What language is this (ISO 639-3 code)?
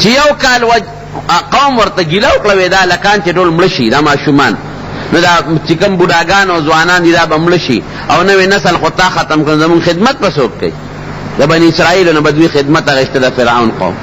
pus